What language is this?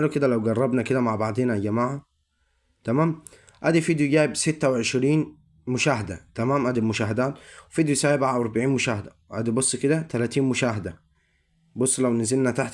Egyptian Arabic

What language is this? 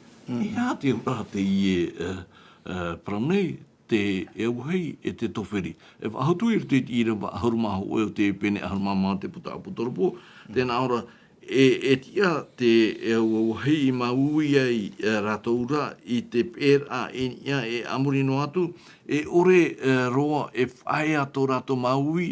Tahitian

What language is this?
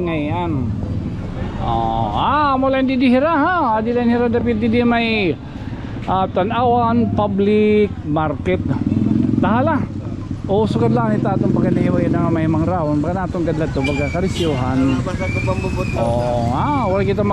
Waray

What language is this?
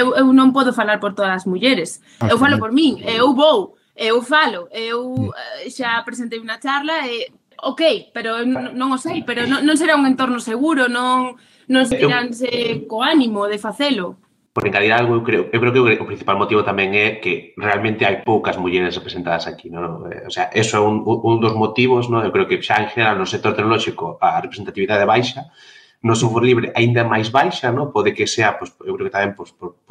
Galician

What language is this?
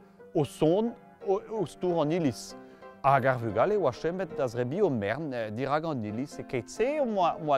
Breton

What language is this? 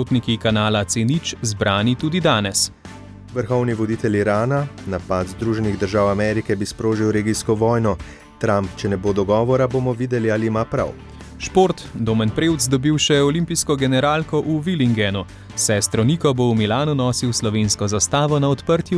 Slovenian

